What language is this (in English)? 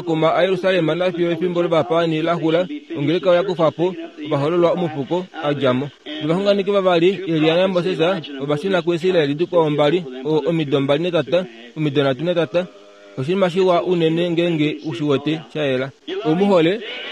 Kuanyama